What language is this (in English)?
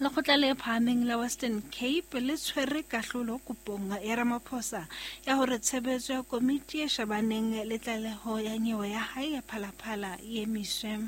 Southern Sotho